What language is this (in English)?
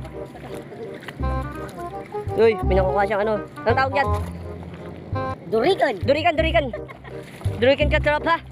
Filipino